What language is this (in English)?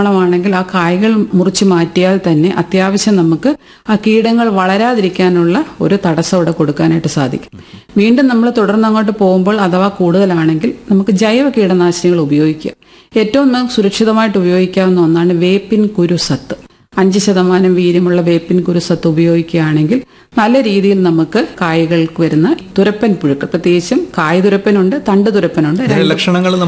Malayalam